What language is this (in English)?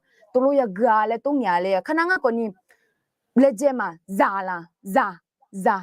Akha